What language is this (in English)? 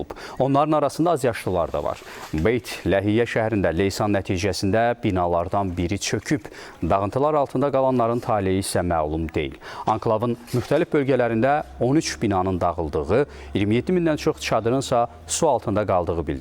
Azerbaijani